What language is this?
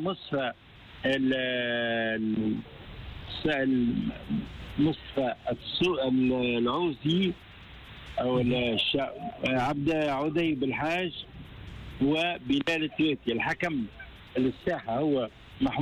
Tunisian Arabic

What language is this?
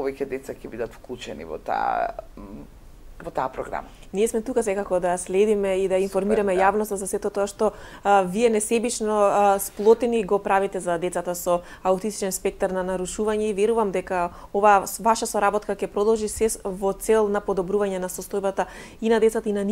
Macedonian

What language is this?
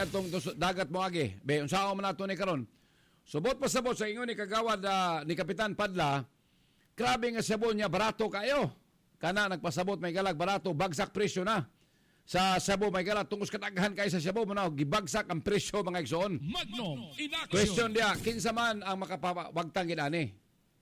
Cebuano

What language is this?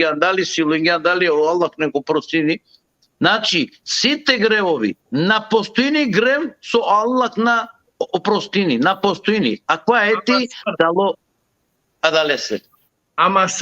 Balkan Romani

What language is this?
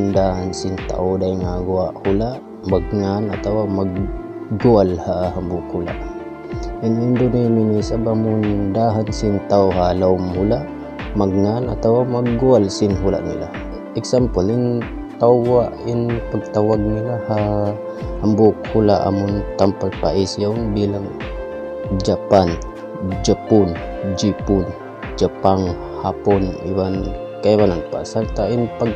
Tausug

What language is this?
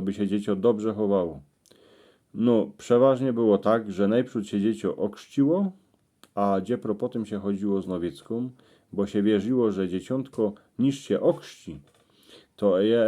Silesian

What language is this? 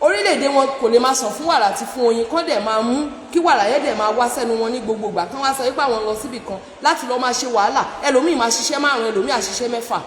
Yoruba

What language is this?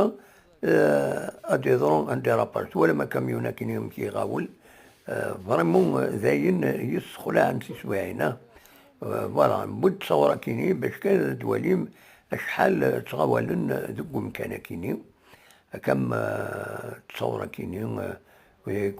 Kabyle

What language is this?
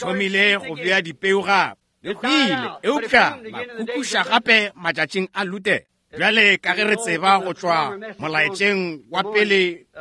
Northern Sotho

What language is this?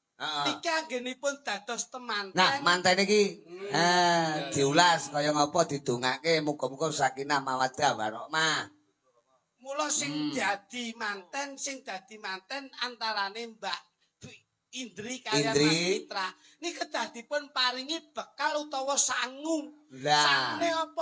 Javanese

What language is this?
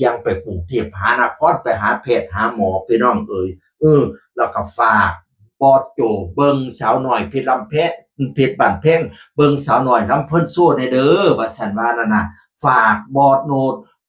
Northeastern Thai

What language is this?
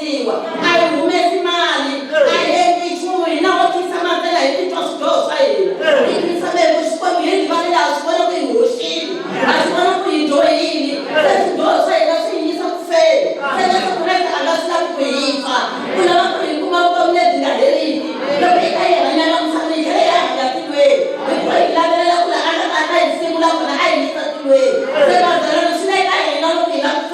Venda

